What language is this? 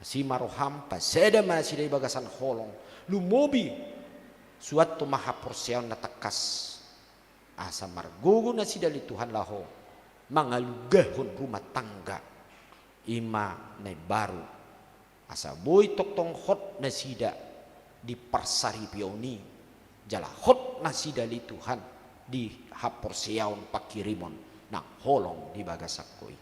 Batak Toba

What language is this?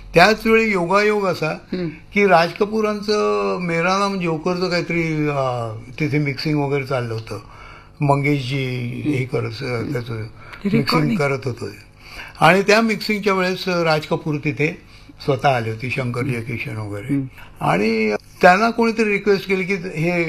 Marathi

